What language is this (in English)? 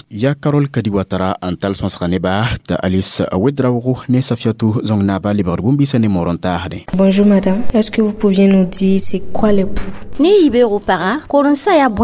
Mossi